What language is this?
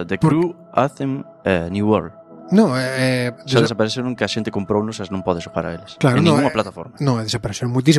Galician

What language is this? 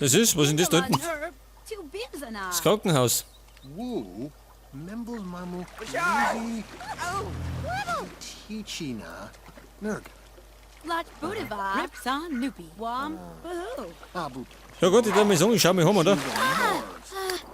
Bavarian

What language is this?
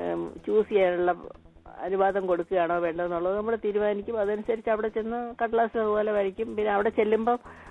Malayalam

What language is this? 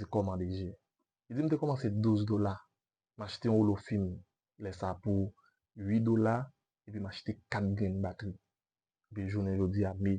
Haitian Creole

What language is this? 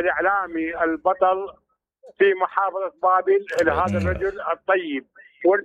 Mesopotamian Arabic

